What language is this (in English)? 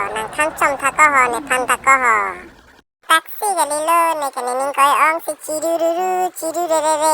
Karbi